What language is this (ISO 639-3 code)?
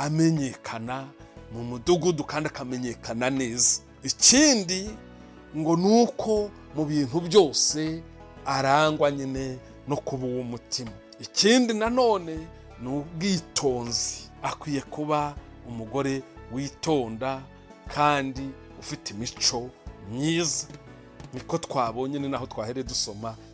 kin